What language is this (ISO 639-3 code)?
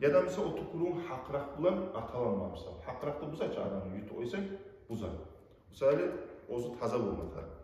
kum